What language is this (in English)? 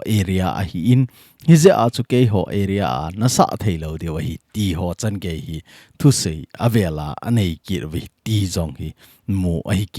Thado Chin